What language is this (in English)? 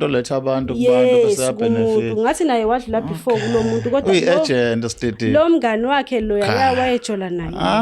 Zulu